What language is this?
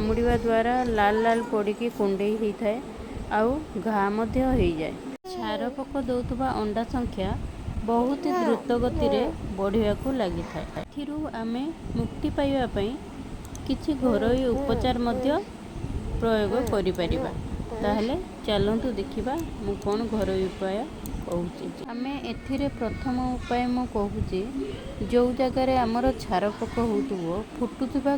Odia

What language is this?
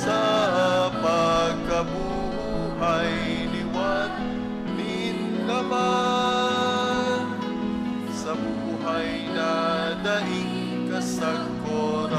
Bikol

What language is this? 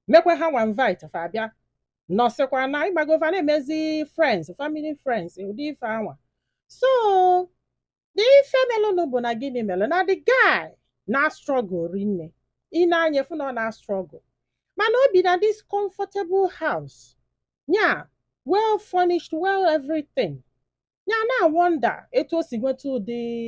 Igbo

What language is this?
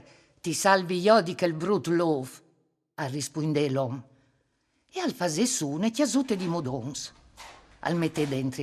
Friulian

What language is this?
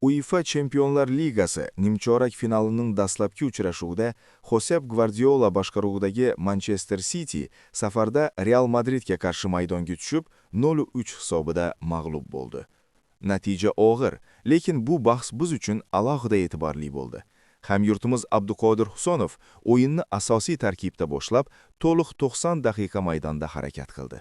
Uzbek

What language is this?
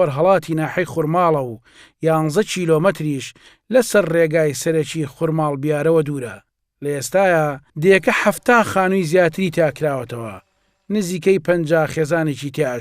Central Kurdish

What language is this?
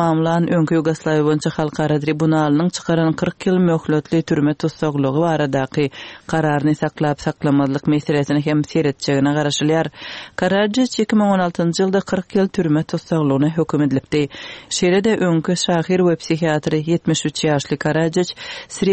Turkmen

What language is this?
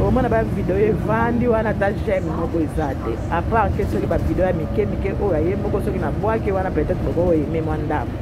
Lingala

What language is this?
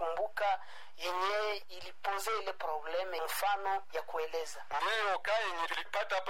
Swahili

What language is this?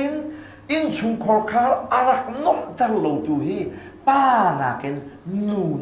Hakha Chin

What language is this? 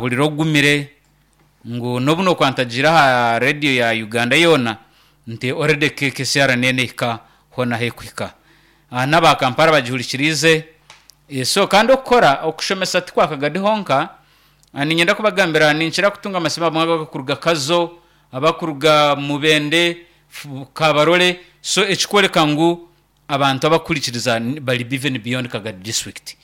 Nyankole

